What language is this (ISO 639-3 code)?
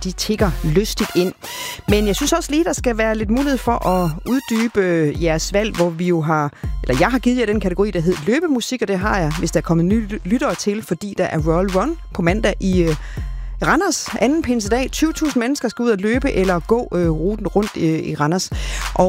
dan